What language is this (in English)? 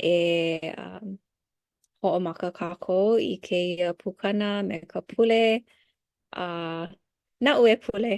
Hawaiian